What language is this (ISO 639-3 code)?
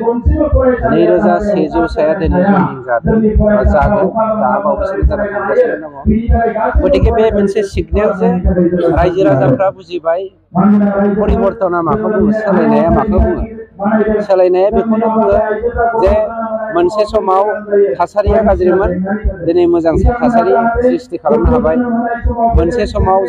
brx